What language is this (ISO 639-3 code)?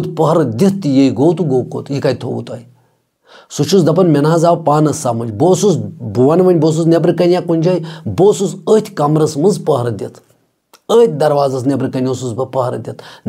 kas